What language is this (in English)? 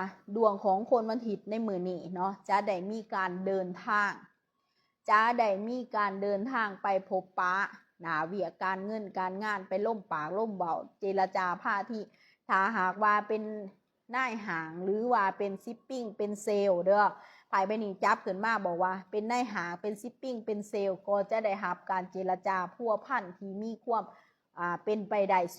Lao